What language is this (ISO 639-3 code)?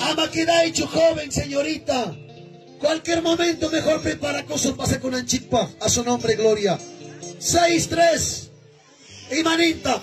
quy